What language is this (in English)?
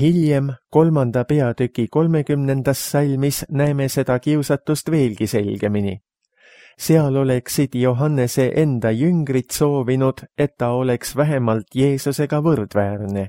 Estonian